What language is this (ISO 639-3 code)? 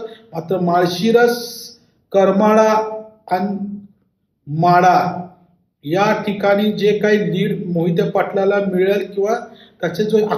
mar